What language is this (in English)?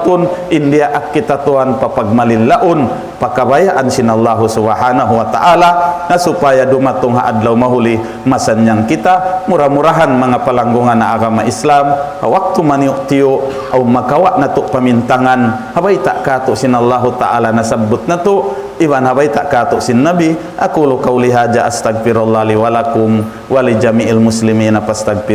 Tausug